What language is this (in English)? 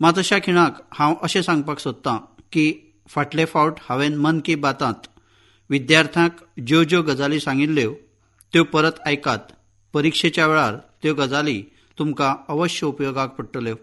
Konkani